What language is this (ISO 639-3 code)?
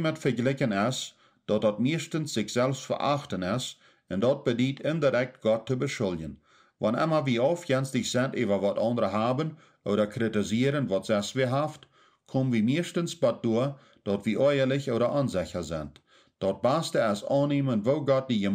pdt